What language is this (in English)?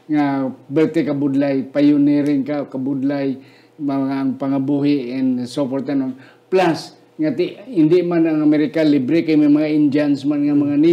Hiligaynon